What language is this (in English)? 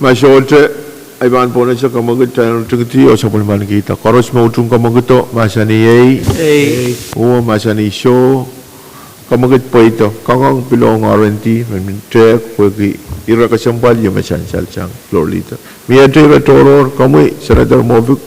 Pohnpeian